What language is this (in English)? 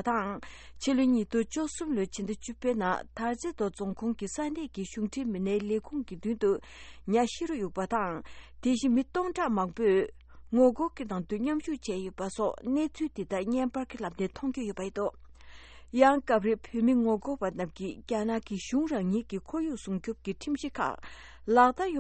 Tibetan